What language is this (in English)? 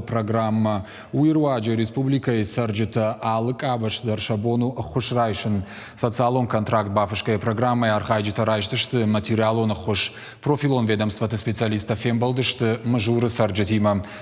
Ossetic